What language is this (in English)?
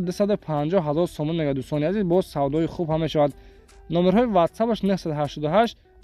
Tajik